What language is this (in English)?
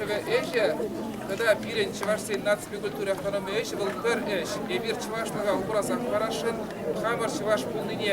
Chuvash